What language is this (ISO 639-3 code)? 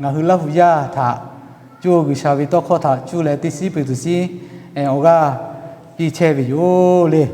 lhu